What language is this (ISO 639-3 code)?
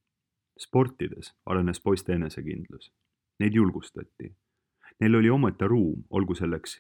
est